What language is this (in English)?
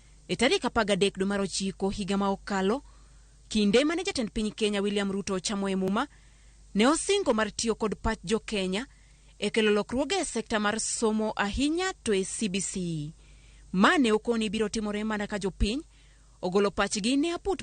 Luo (Kenya and Tanzania)